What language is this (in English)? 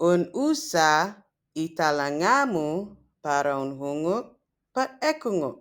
Chamorro